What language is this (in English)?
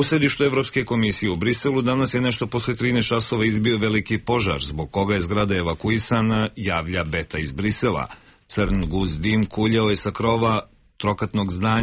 Serbian